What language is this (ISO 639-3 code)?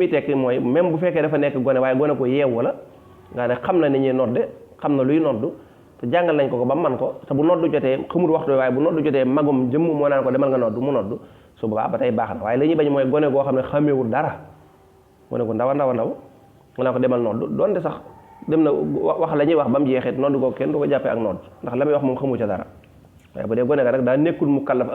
wol